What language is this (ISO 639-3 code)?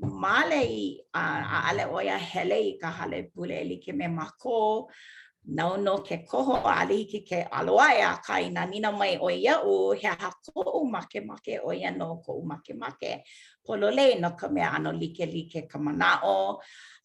haw